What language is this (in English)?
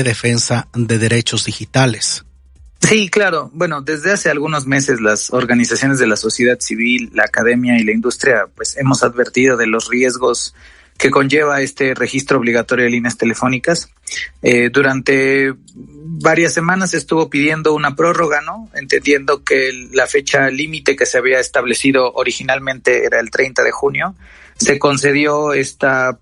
Spanish